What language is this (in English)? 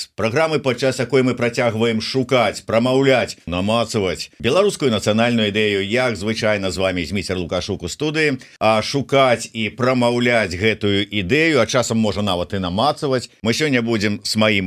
Belarusian